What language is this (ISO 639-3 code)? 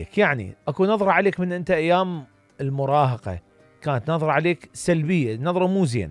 acm